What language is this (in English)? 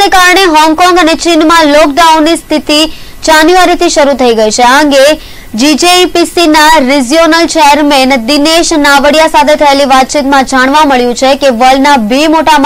Gujarati